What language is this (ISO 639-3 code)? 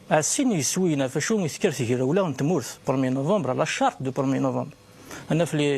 kab